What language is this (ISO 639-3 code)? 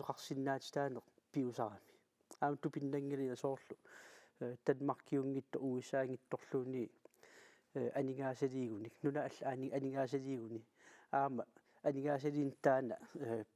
kal